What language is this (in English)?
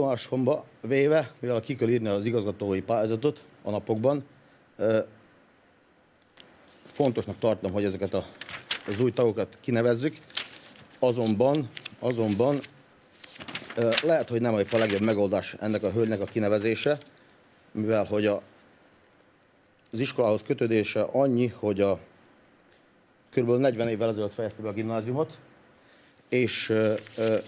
Hungarian